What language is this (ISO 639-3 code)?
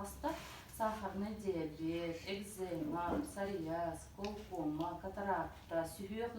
sah